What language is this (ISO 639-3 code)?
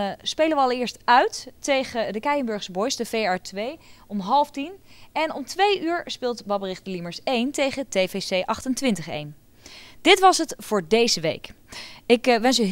nld